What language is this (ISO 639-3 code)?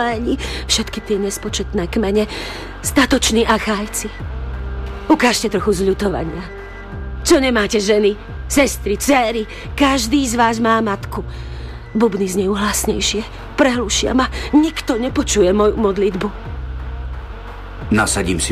slk